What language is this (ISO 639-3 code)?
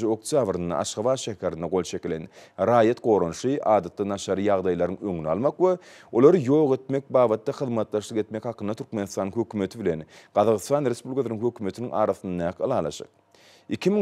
tuk